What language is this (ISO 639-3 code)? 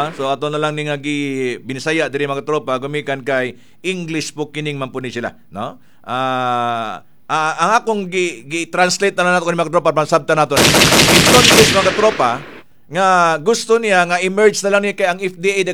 ceb